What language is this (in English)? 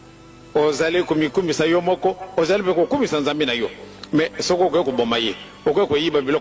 Lingala